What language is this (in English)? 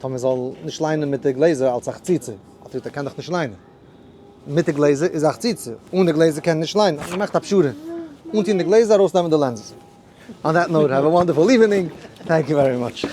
Yiddish